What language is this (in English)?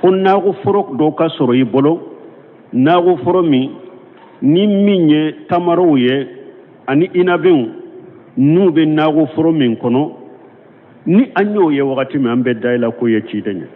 Bambara